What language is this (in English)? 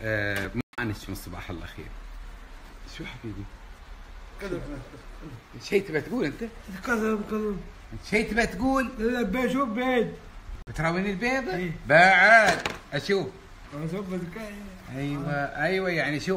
Gulf Arabic